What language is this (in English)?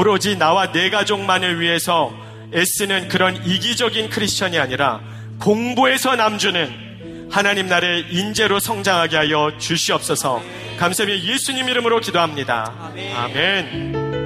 Korean